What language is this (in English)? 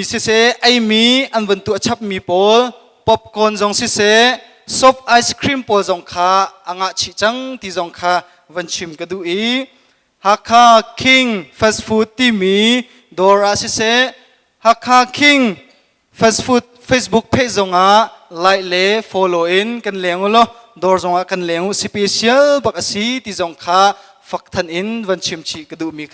Hakha Chin